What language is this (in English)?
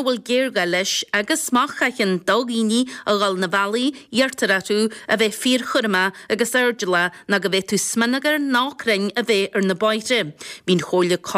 Irish